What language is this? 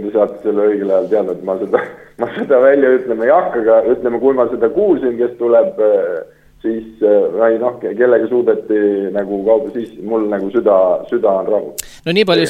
Estonian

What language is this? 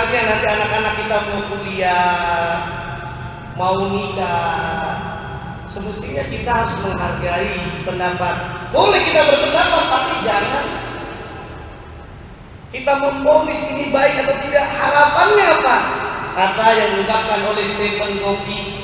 Indonesian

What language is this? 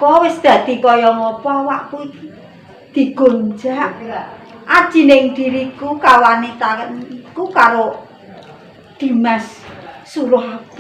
Javanese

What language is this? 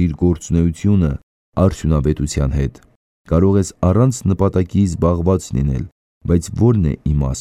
Armenian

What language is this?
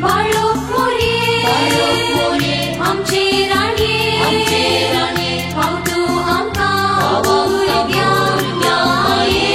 Konkani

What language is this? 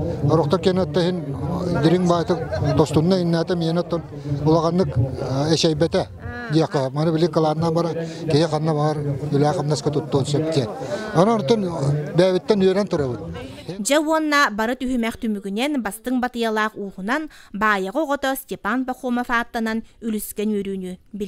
Yakut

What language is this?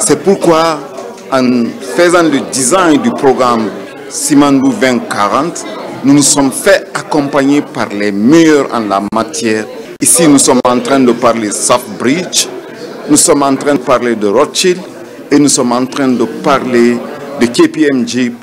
French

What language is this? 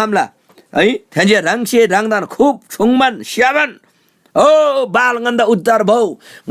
Eastern Tamang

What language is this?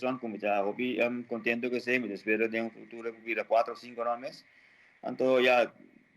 Papiamento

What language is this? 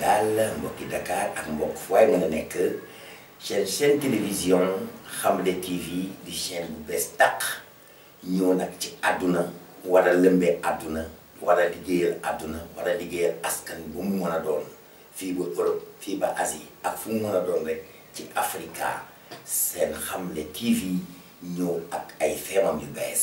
Wolof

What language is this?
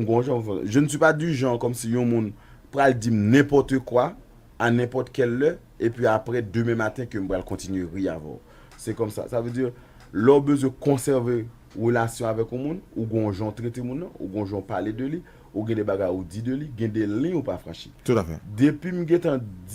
Haitian Creole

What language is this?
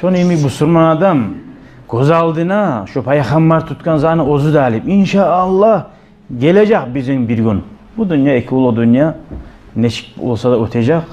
Kumyk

